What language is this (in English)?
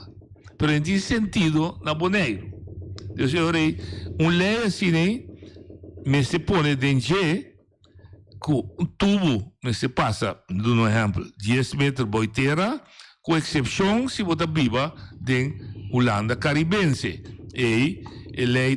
Papiamento